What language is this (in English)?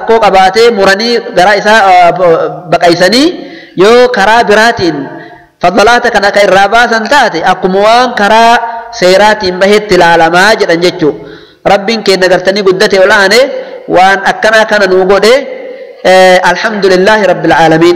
Oromo